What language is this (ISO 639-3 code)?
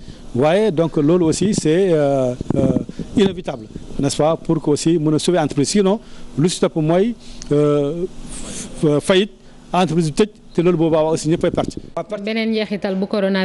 wol